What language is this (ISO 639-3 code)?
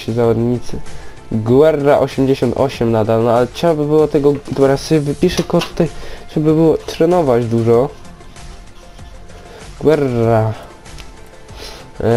pol